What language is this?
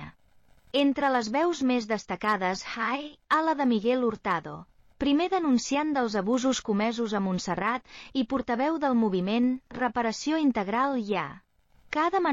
Catalan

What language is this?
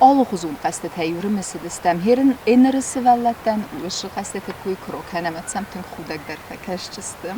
Ossetic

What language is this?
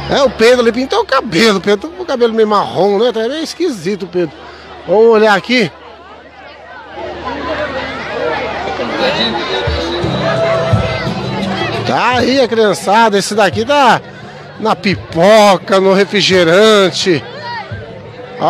Portuguese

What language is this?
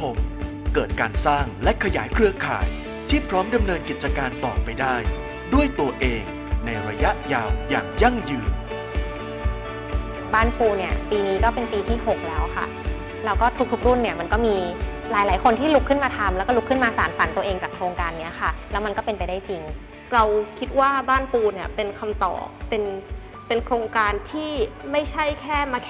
Thai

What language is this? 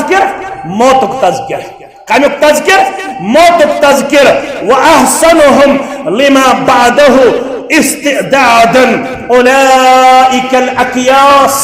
Kashmiri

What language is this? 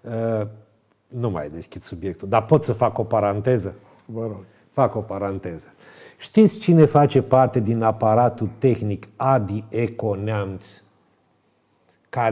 Romanian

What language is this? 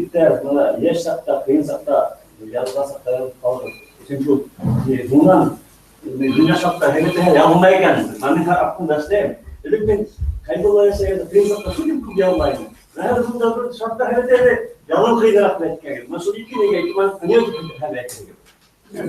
Bashkir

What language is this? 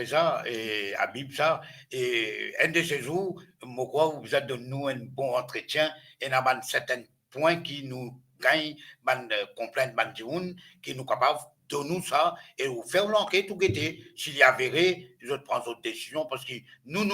Morisyen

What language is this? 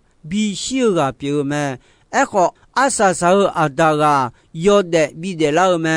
Akha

